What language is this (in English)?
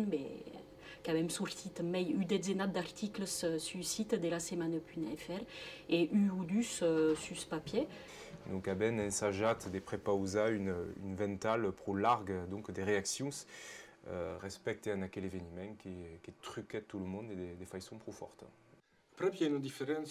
Occitan